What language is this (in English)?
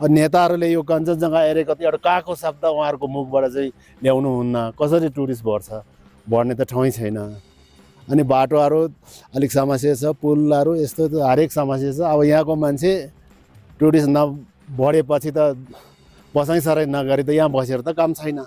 Nepali